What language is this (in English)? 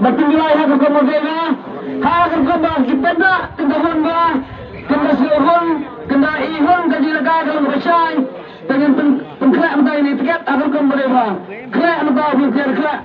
Khasi